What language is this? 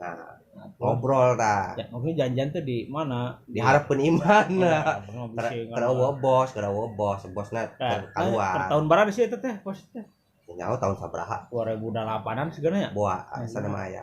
Sundanese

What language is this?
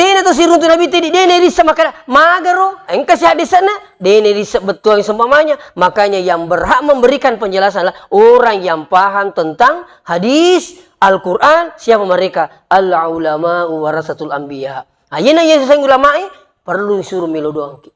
Buginese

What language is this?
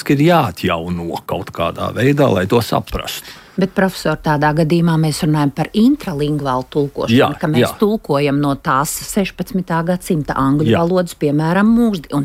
Latvian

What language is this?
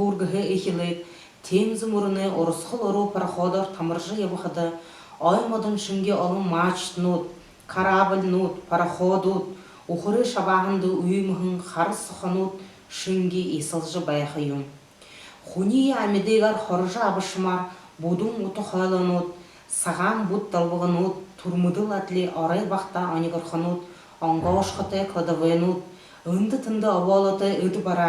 Buriat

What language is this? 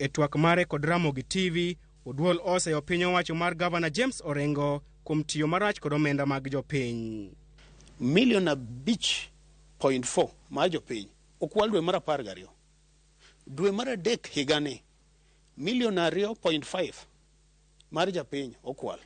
Luo (Kenya and Tanzania)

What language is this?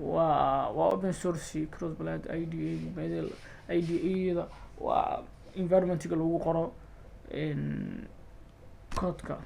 Somali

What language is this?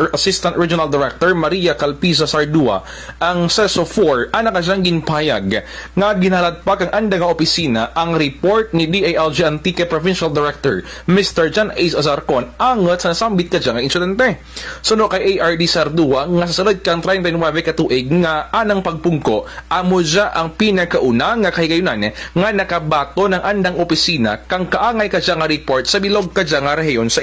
Kinaray-a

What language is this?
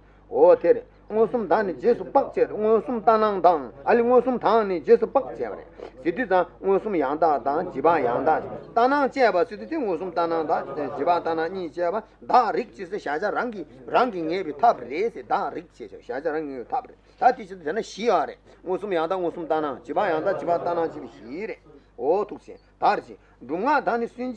Tibetan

